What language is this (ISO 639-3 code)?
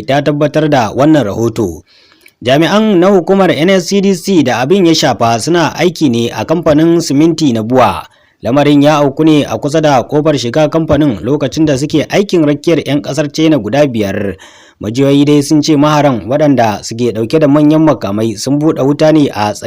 hau